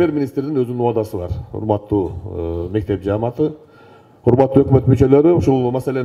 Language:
Kyrgyz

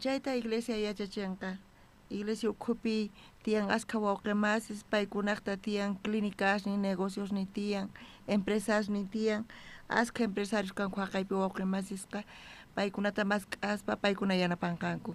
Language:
South Bolivian Quechua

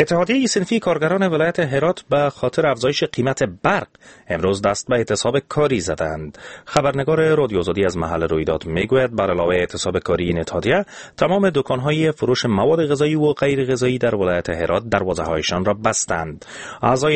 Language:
Persian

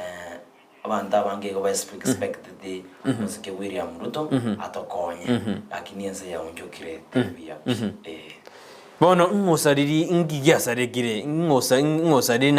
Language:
Gusii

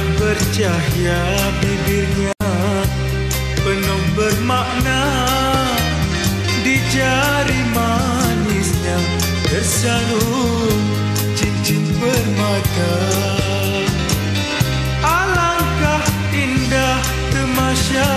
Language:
Malay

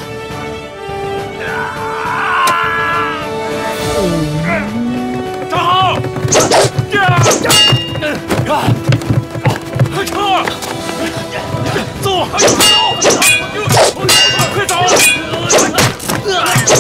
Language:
Chinese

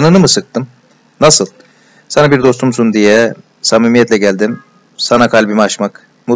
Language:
Turkish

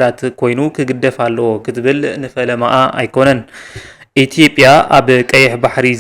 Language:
Tigrinya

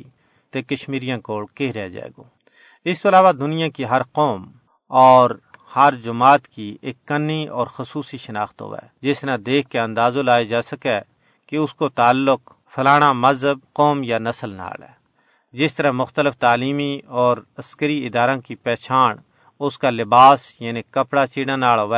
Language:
Gujari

